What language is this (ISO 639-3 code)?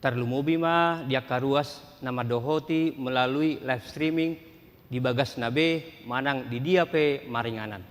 bbc